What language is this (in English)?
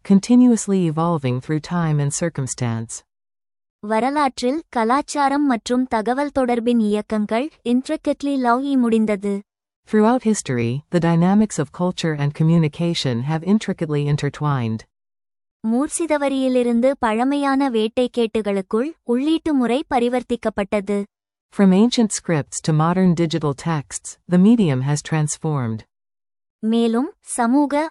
Tamil